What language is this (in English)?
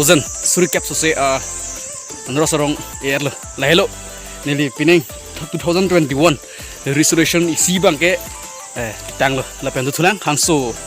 Karbi